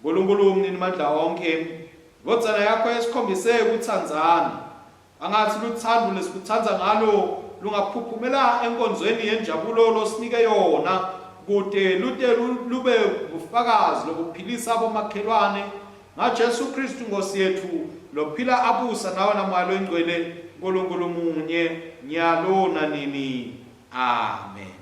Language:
Swati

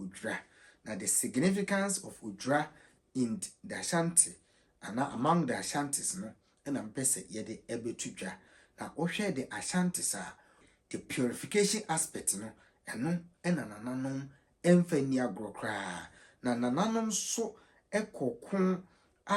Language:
Akan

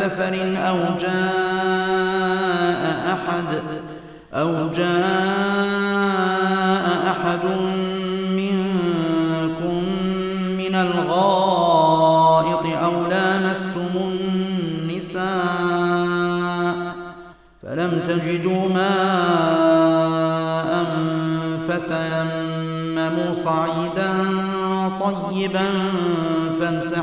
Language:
Arabic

